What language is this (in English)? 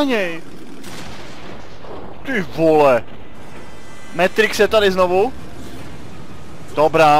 Czech